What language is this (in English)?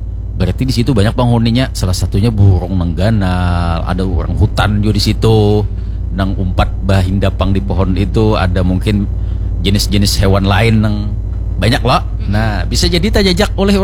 Banjar